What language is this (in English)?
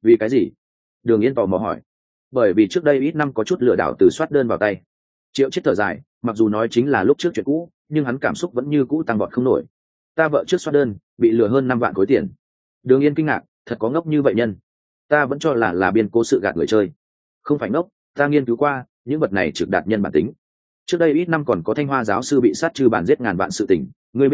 Vietnamese